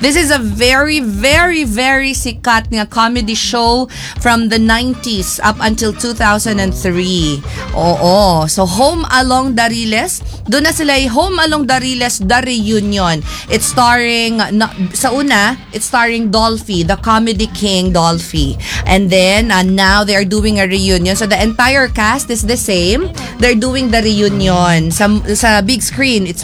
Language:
Filipino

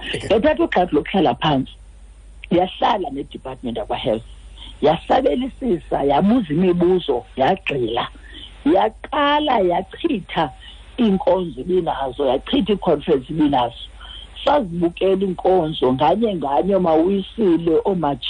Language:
Xhosa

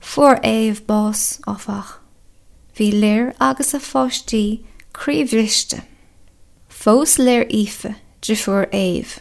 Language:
Irish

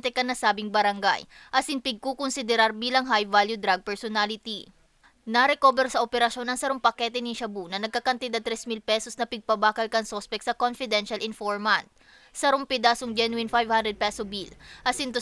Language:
Bikol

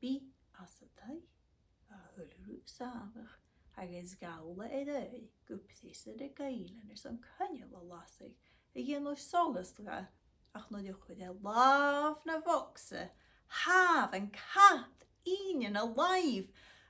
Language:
Scottish Gaelic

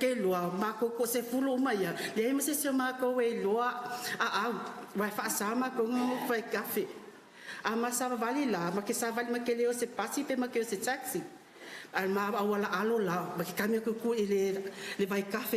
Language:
Samoan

